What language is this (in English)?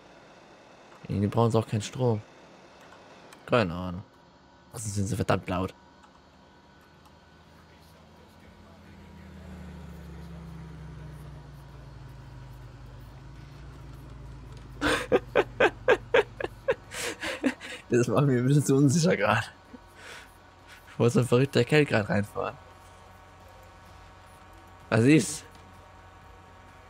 German